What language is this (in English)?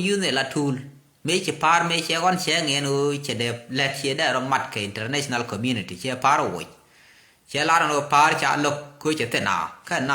Nuer